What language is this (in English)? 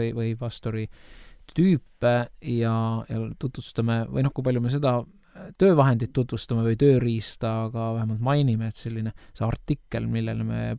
Estonian